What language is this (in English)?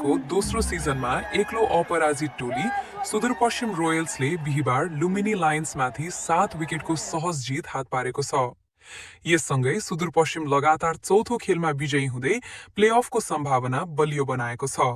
Nepali